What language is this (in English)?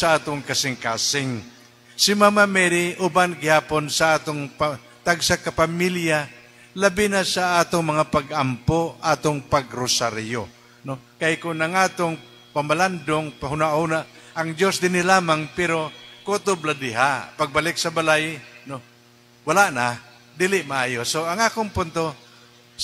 Cebuano